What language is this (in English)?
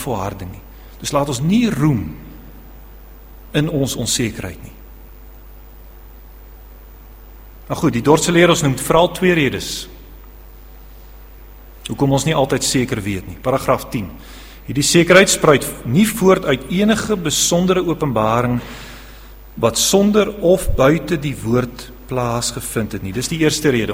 Afrikaans